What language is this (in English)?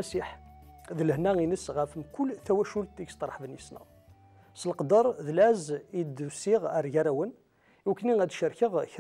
Kabyle